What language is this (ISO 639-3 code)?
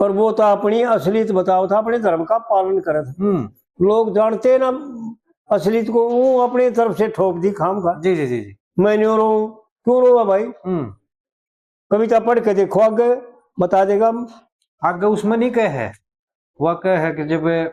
bgc